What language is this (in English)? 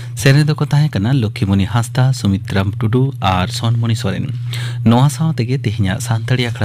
Santali